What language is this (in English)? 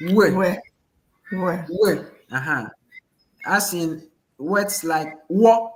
Ewe